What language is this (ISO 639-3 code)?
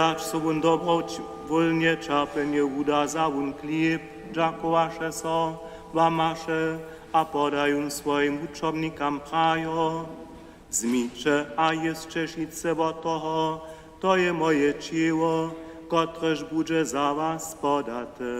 hsb